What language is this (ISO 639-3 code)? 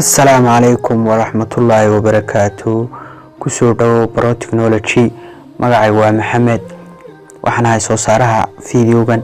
som